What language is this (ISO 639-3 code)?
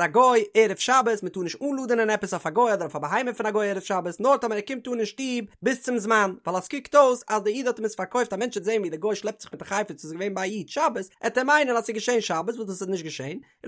yid